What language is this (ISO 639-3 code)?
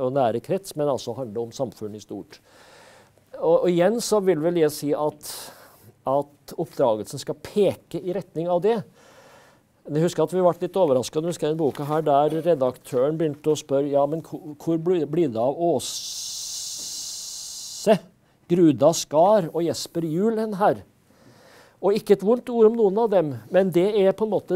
nor